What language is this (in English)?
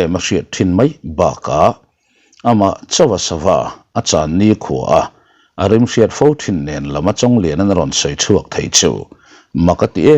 Mizo